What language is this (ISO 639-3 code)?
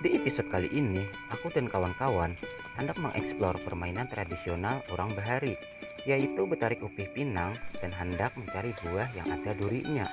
bjn